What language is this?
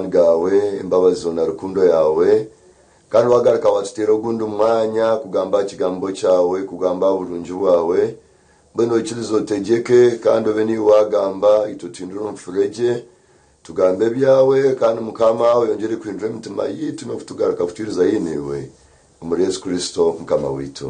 Nyankole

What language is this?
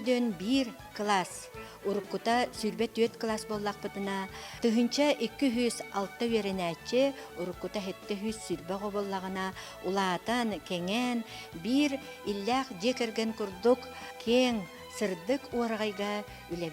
Yakut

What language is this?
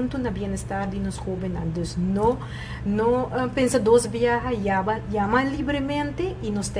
Papiamento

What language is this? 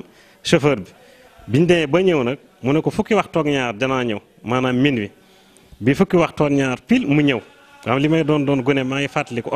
Wolof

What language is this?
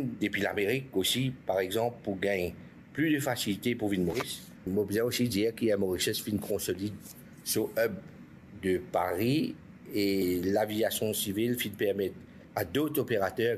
Morisyen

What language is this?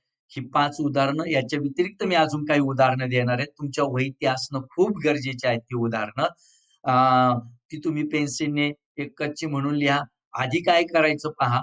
Marathi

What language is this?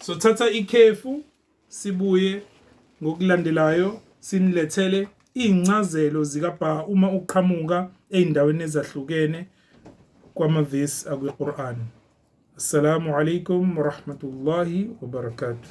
Zulu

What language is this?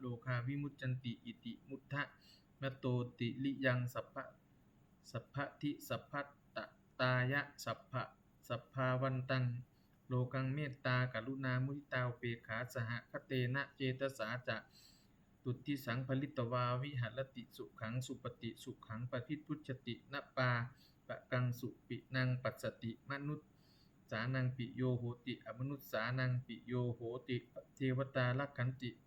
Pali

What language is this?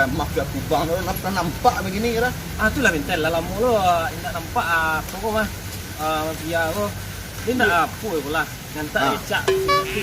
Minangkabau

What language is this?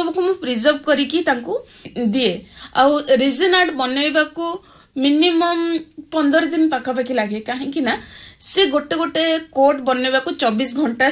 Odia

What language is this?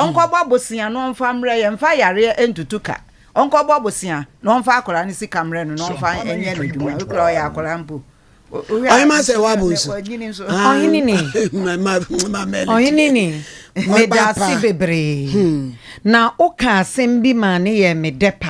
Akan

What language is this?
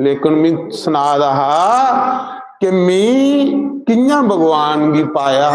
Dogri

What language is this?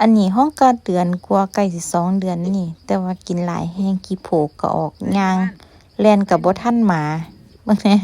Lao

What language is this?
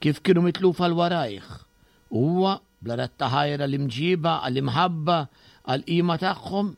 Maltese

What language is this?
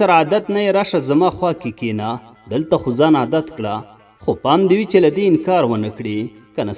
Pashto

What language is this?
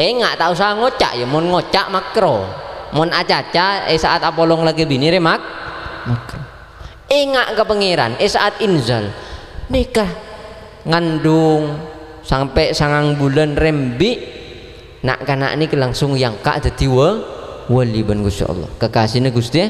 Madurese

